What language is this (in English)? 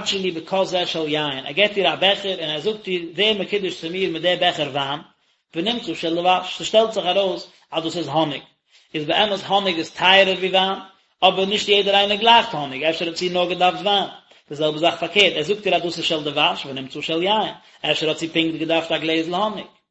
Yiddish